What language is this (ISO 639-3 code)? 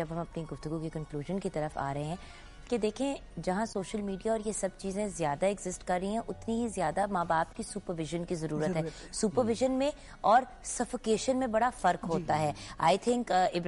urd